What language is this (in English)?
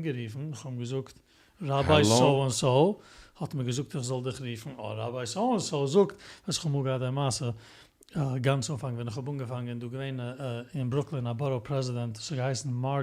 Yiddish